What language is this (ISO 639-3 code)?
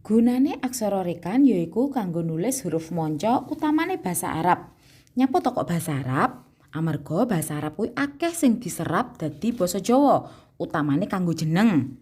jav